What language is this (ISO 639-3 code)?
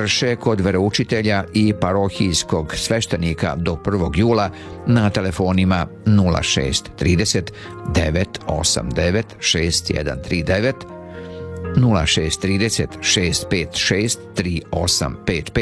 srp